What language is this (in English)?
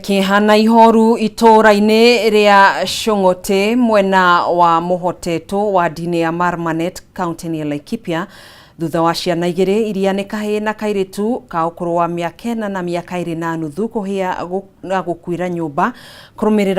Kikuyu